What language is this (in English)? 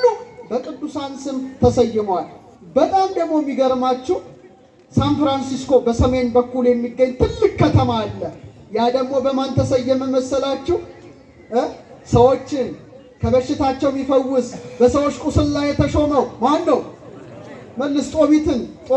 Amharic